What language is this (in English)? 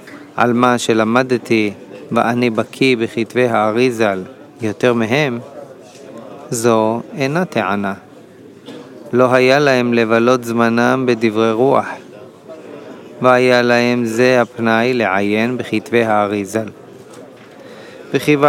Hebrew